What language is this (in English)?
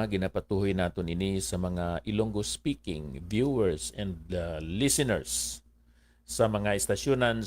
Hiligaynon